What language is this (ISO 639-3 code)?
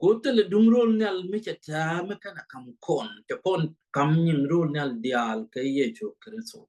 nus